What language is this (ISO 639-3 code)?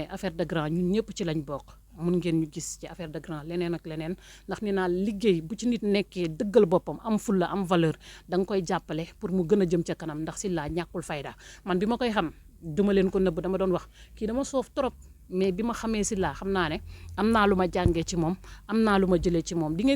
wol